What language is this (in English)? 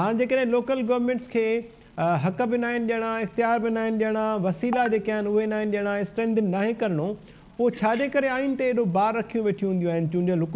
Sindhi